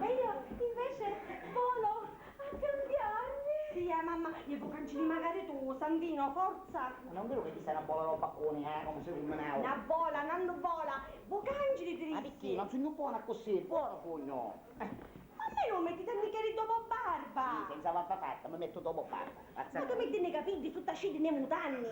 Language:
Sicilian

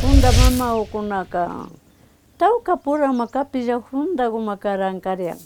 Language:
Imbabura Highland Quichua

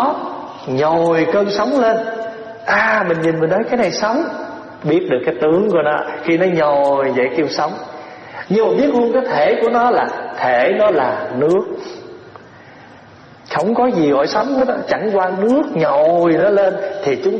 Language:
Vietnamese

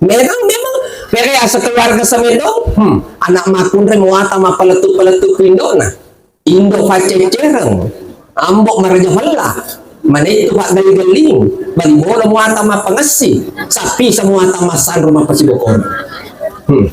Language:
Buginese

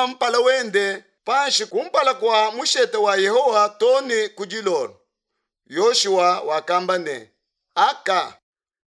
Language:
Luba-Lulua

